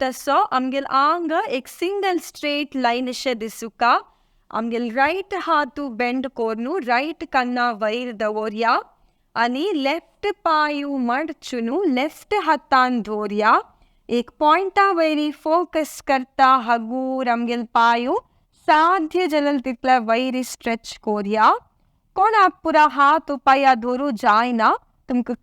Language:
Konkani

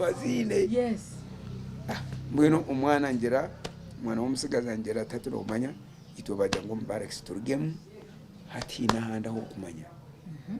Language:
Nyankole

